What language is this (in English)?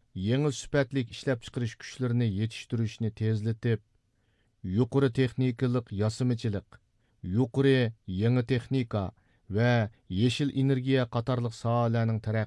Uyghur